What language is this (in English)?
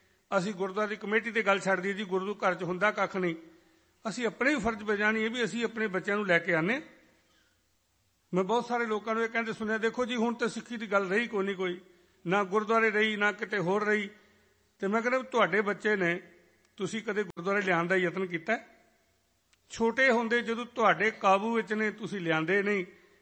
Punjabi